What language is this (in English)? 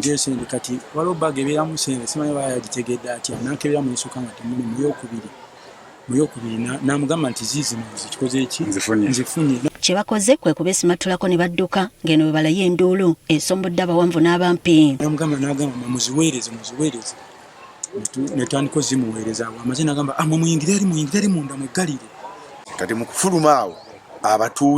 Ganda